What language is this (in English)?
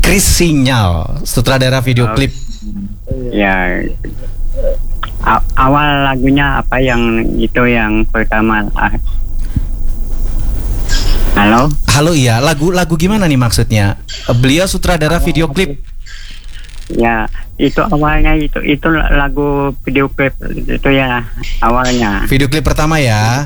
Indonesian